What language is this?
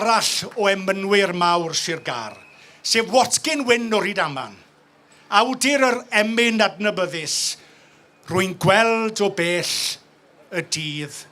Welsh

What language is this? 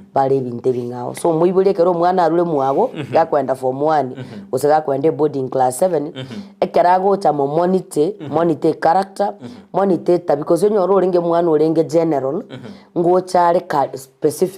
Gusii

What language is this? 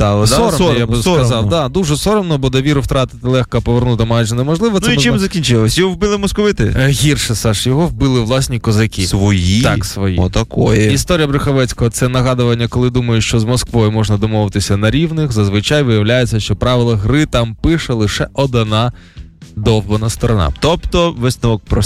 Ukrainian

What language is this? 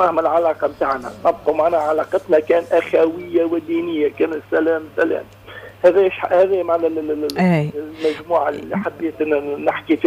Tunisian Arabic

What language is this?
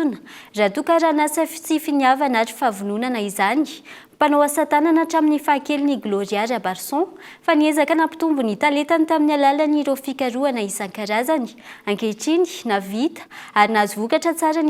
Malagasy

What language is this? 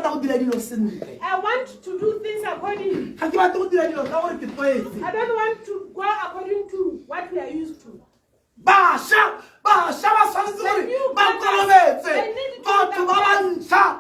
Tswana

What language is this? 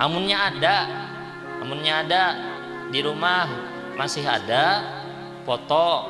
Banjar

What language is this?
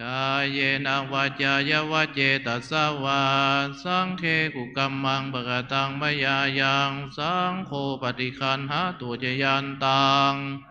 Pali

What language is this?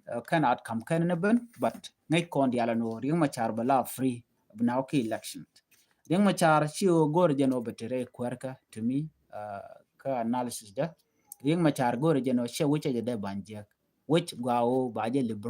Nuer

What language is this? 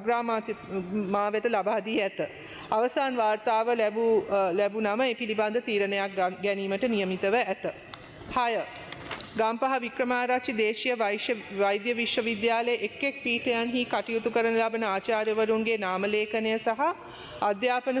Sinhala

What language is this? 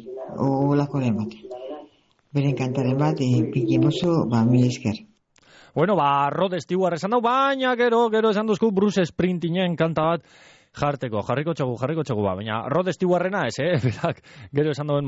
Basque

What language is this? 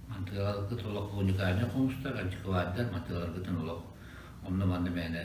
Yakut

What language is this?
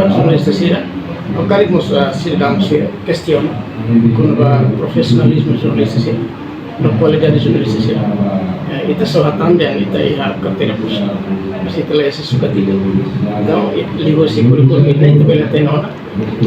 Tetum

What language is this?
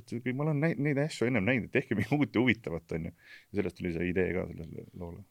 Estonian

